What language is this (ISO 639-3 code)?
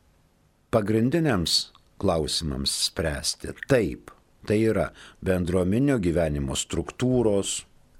lit